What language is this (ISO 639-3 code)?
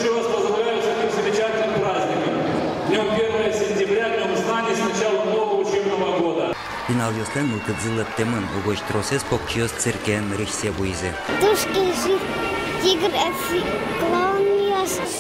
udm